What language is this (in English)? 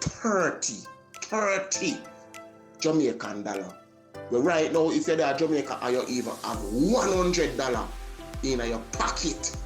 Jamaican Creole English